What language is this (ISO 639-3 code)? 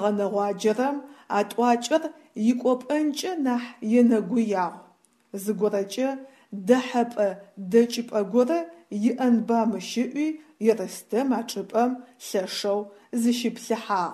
ady